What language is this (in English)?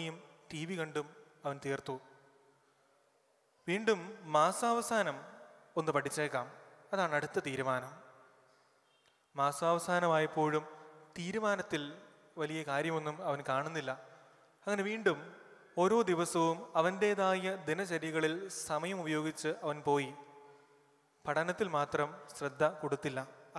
Malayalam